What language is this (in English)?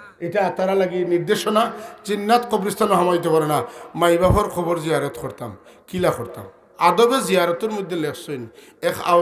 Sylheti